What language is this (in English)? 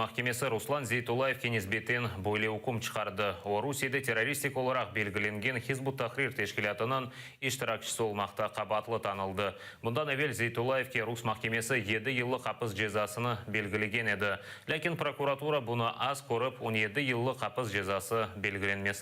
Crimean Tatar